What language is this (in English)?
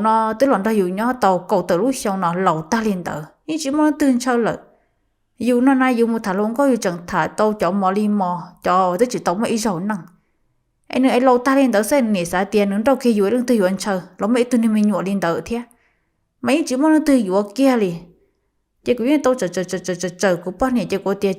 Hmong